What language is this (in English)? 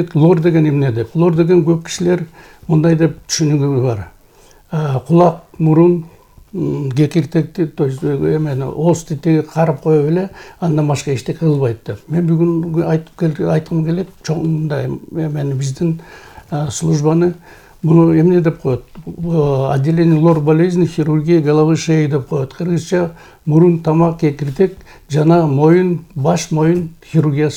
Kyrgyz